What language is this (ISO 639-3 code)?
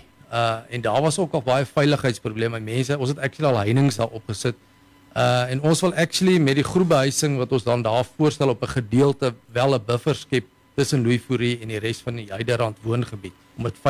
afr